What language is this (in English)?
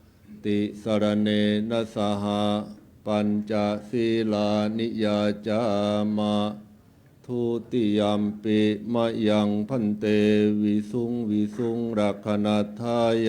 Pali